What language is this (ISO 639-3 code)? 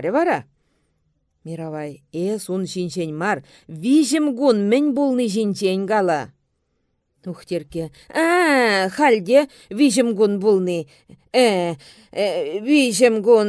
chv